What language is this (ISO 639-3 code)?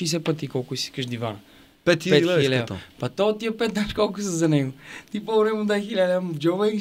bul